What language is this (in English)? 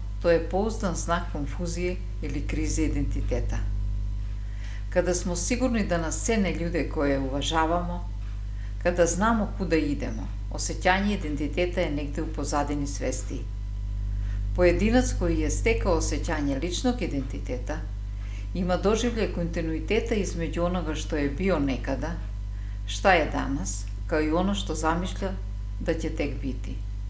Serbian